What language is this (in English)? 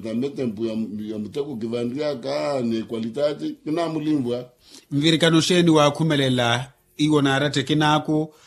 Makhuwa